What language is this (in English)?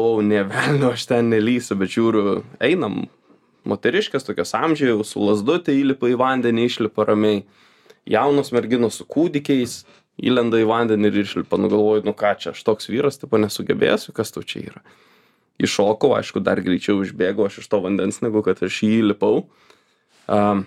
Lithuanian